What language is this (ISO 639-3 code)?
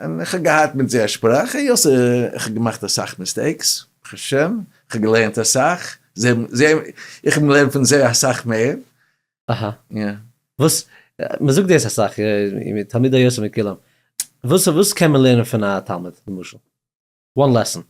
yid